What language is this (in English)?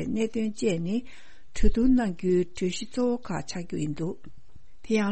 Tibetan